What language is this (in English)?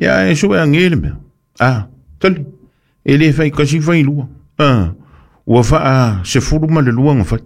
Samoan